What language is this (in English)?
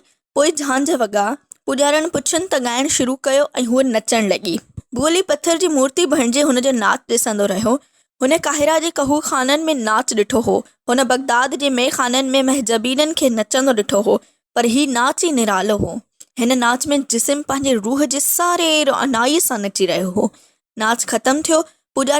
Sindhi